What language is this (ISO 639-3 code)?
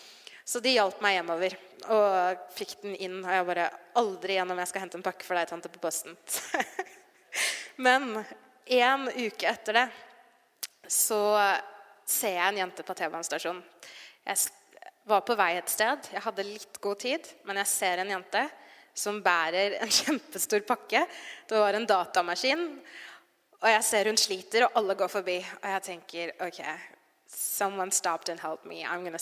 nor